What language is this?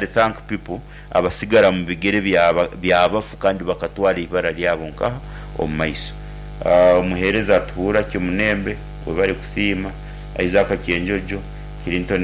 Nyoro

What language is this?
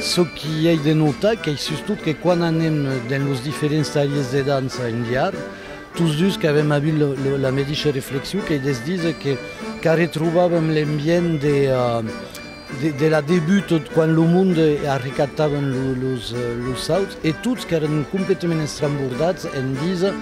Occitan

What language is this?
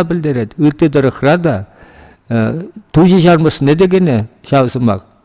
Chuvash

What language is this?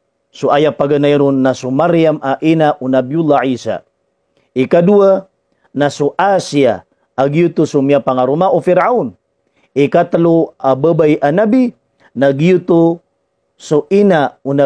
Maranao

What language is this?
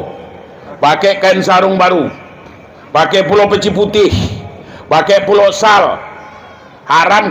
Minangkabau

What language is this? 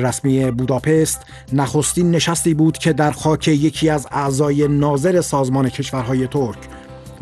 Persian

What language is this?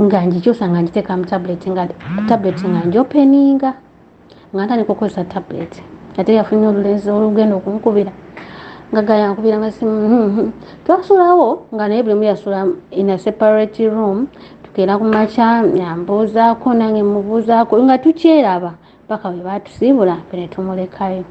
Ganda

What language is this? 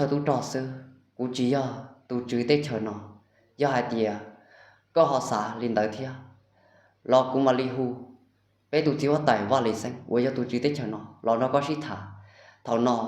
Hmong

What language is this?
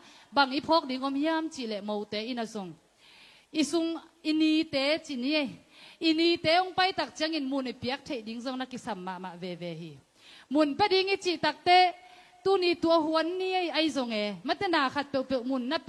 Tedim Chin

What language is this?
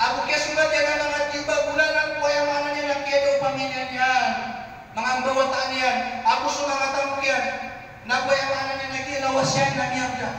Maranao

